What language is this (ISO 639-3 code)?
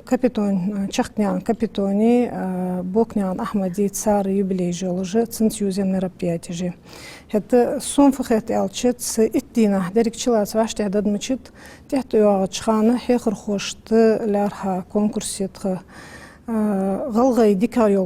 inh